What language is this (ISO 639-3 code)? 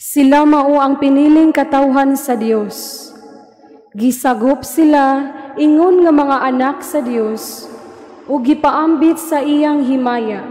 ceb